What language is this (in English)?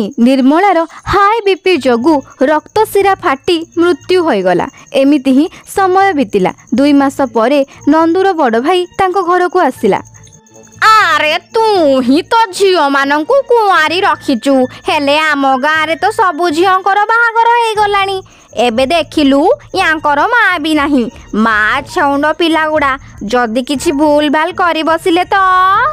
Odia